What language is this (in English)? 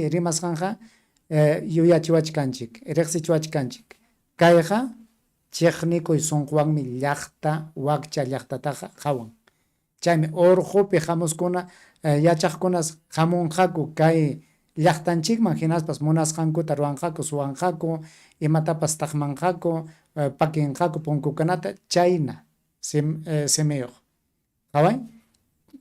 Ayacucho Quechua